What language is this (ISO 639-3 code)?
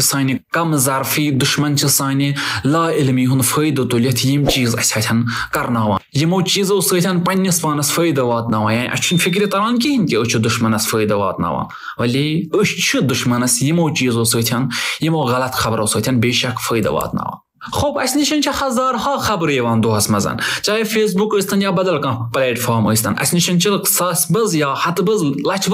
kas